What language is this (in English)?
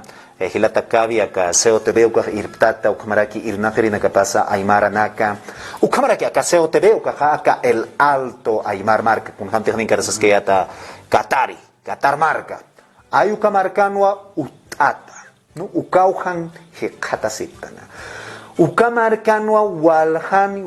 Aymara